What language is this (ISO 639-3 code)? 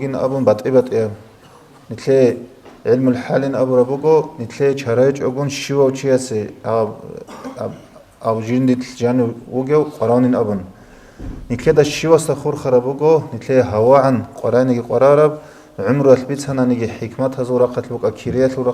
ava